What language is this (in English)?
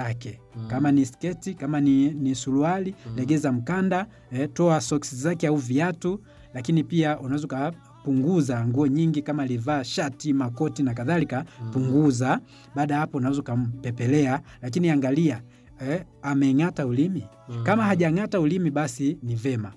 Swahili